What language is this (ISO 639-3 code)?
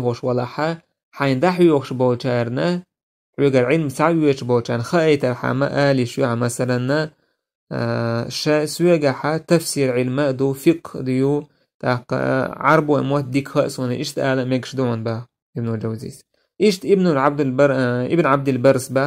che